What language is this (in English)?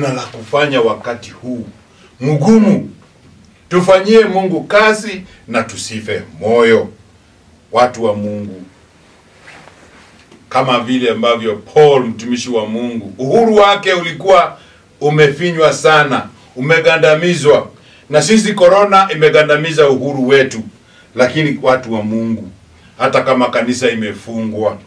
Swahili